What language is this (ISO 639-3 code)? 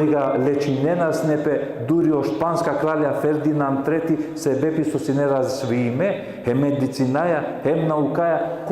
rmn